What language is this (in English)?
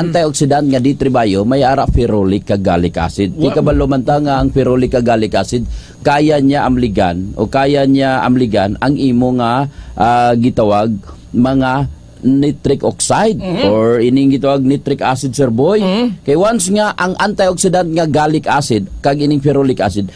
Hiligaynon